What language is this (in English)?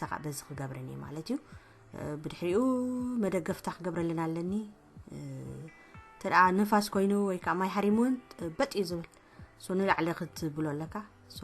Tigrinya